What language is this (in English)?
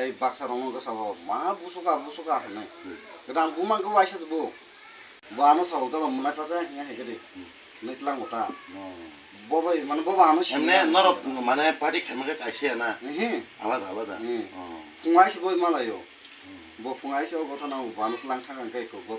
Kok Borok